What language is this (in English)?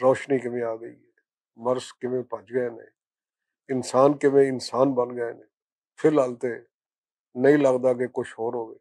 Western Panjabi